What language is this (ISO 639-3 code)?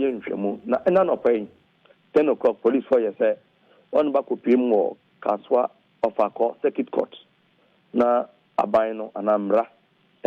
aka